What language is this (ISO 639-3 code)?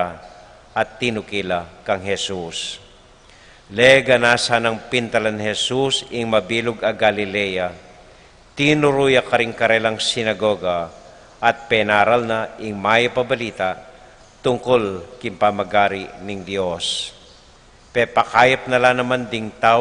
pam